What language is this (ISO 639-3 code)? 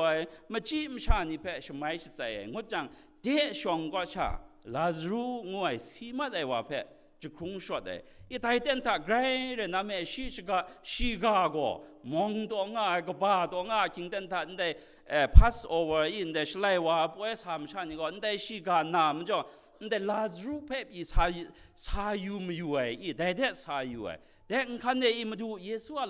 kac